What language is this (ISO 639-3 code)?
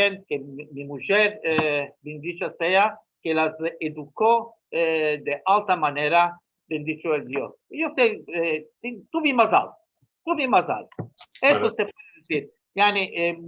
lad